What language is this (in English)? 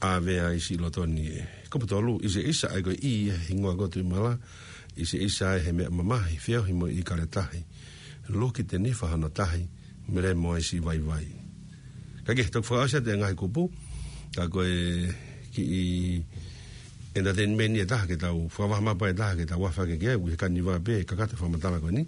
Tongan